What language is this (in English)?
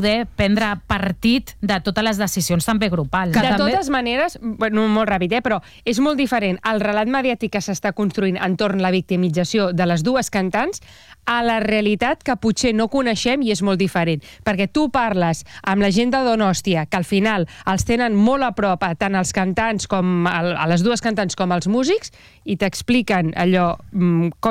Catalan